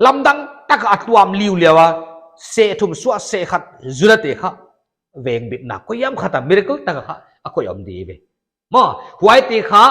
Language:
Paite Chin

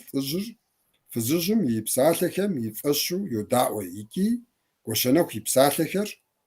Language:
Kabardian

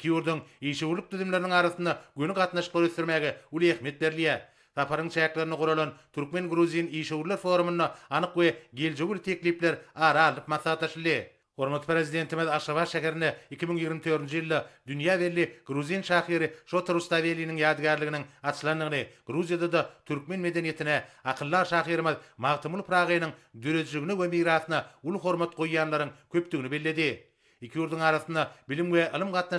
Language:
Turkmen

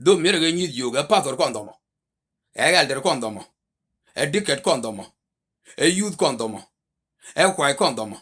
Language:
Nuer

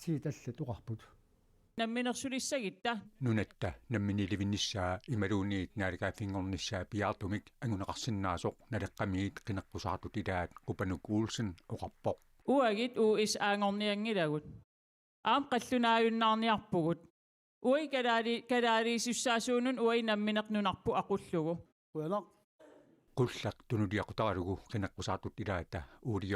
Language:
Kalaallisut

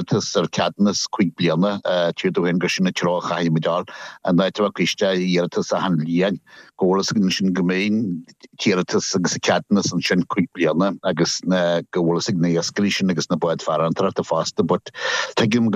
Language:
Irish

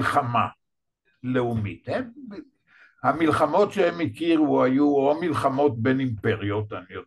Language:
Hebrew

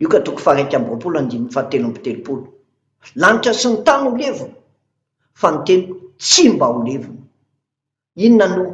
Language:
Malagasy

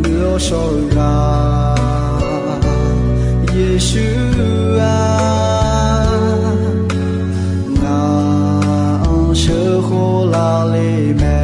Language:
Akha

